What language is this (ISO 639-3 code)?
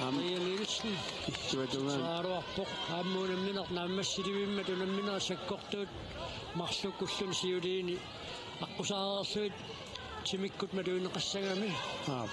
kal